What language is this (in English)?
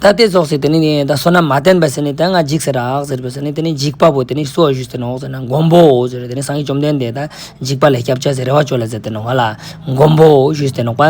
Ladakhi